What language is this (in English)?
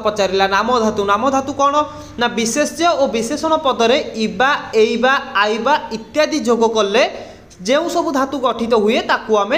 Odia